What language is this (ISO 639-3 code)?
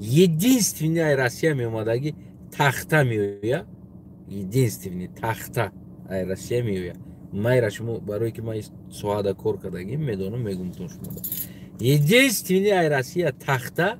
tgk